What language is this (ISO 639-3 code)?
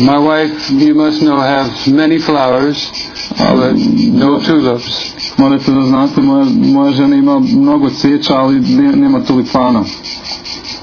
srp